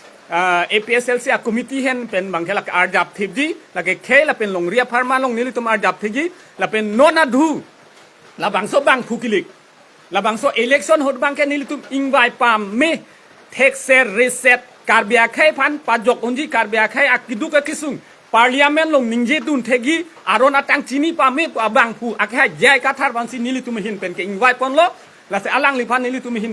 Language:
Karbi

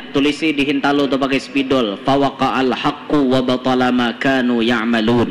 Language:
Banjar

